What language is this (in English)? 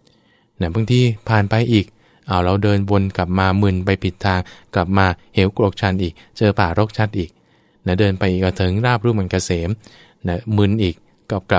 Thai